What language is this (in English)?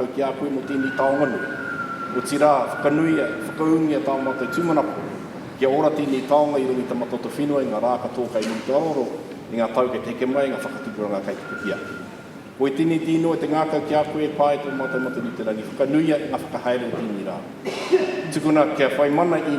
Māori